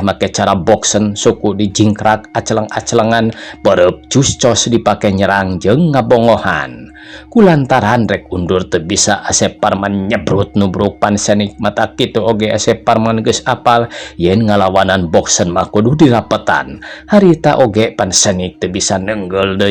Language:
Sundanese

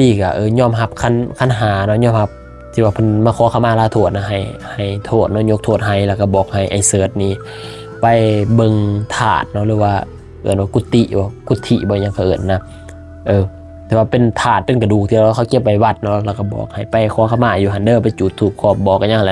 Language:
Lao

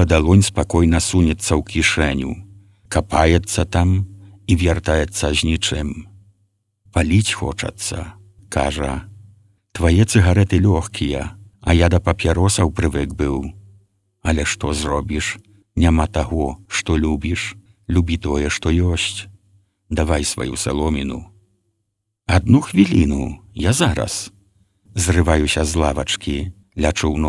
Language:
Belarusian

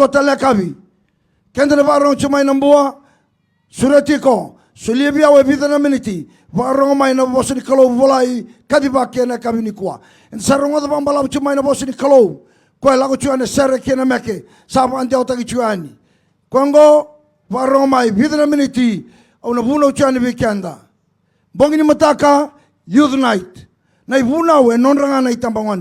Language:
Fijian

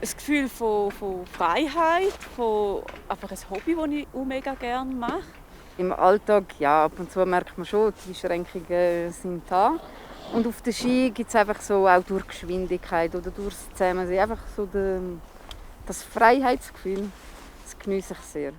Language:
Swiss German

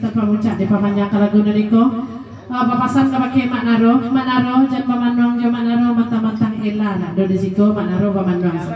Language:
Minangkabau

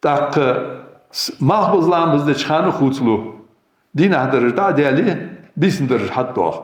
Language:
Ingush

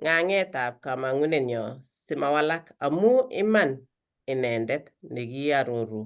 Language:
Kalenjin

